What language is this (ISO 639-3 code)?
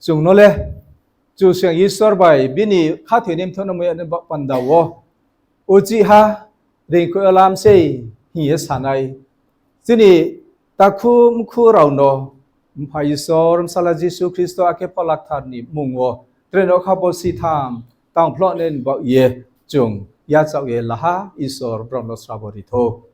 ria